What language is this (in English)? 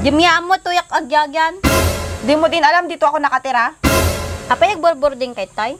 Iloko